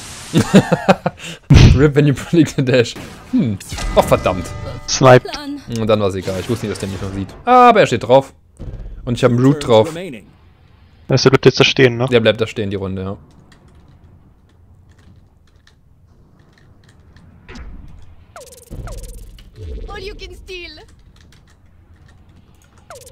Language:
German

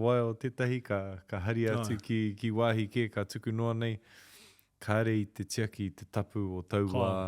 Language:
Māori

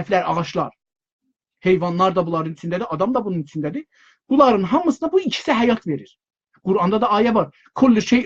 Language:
South Azerbaijani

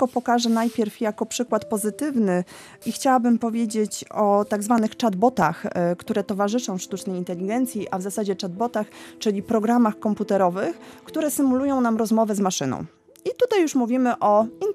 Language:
Polish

